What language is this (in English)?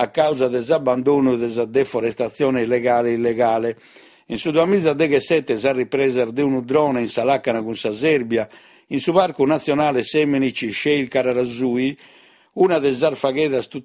Sardinian